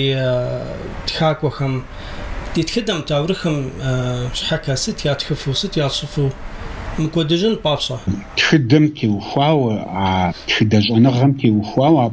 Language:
Kabardian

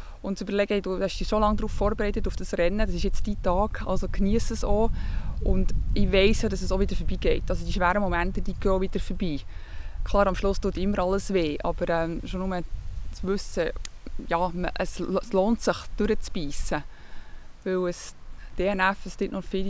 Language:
Swiss German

